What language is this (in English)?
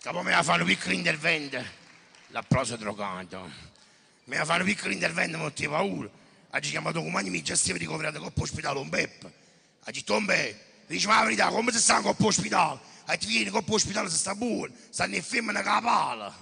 Neapolitan